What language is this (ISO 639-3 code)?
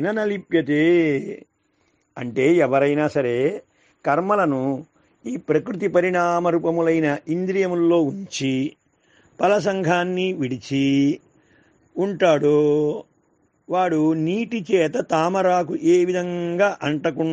tel